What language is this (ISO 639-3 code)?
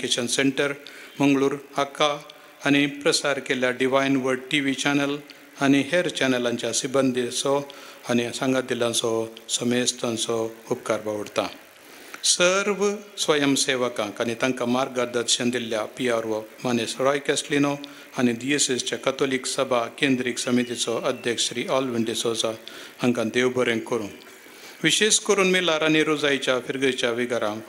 kok